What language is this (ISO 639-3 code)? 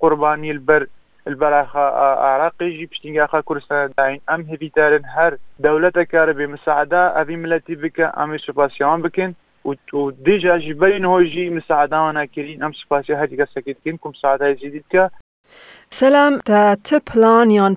kur